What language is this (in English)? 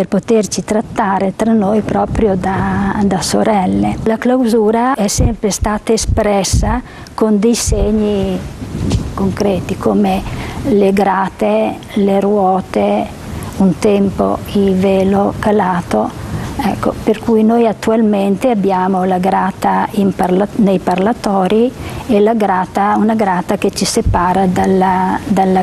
Italian